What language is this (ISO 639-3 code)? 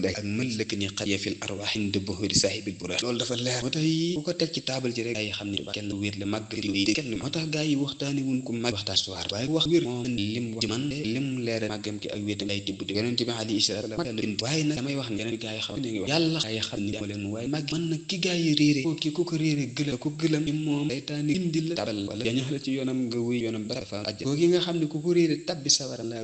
wol